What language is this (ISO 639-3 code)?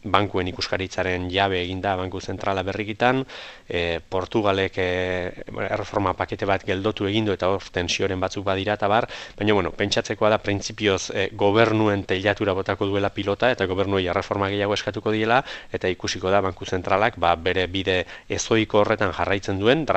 eus